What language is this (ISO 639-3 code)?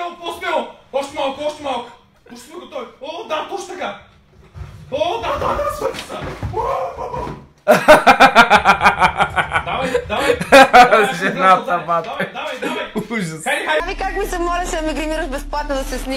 bul